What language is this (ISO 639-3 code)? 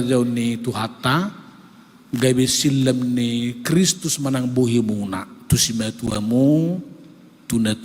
bbc